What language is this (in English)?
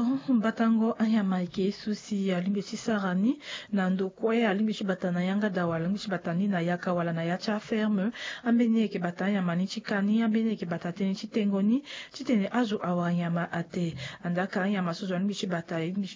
Sango